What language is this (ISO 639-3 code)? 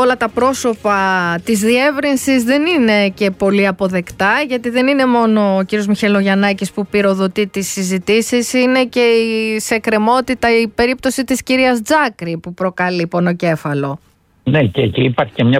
ell